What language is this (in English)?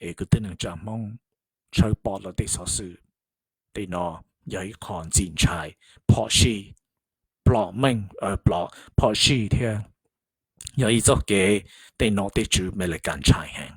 Hmong